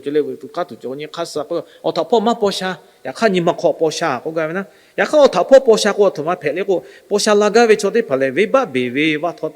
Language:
Lahu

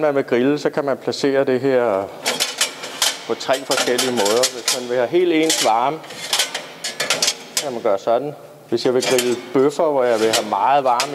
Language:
Danish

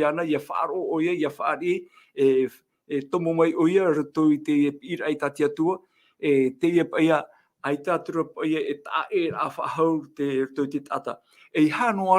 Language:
Tahitian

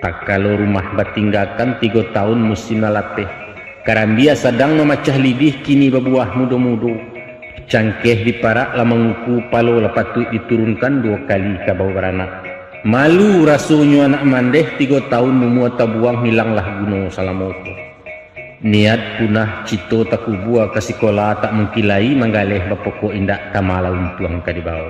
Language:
Minangkabau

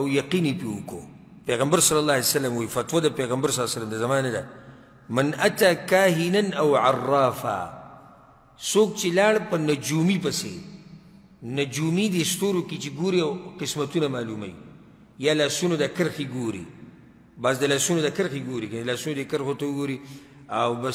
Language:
Pashto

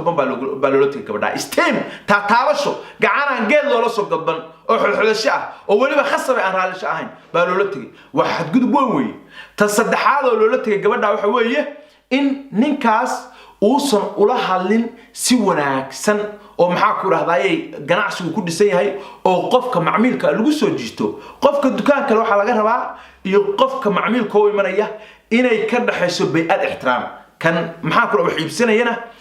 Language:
Somali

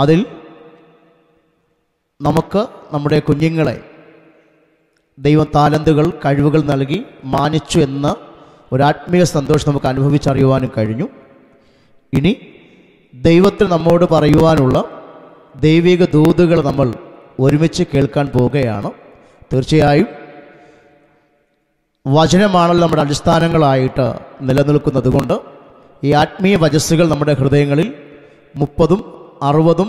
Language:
Malayalam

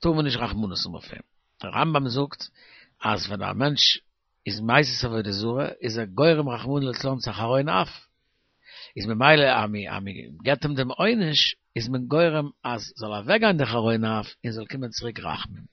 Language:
Yiddish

